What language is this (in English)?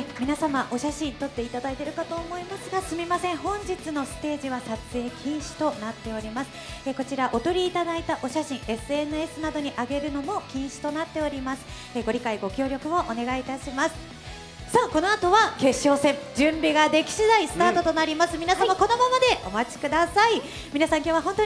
Japanese